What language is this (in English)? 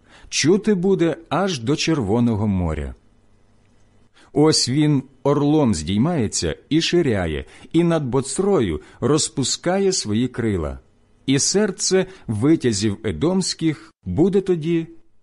Ukrainian